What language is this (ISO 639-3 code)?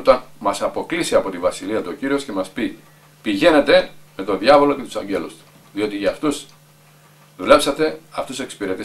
ell